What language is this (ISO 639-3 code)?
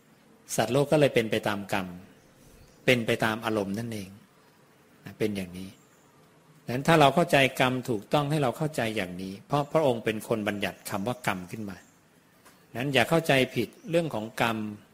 tha